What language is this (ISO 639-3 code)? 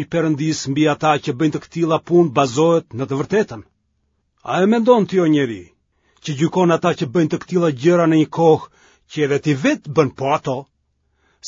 sqi